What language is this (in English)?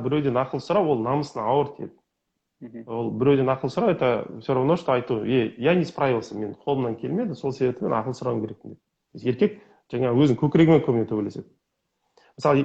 Kazakh